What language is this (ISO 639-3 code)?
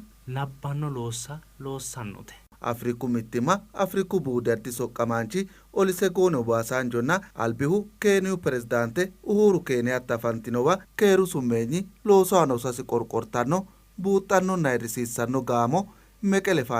sid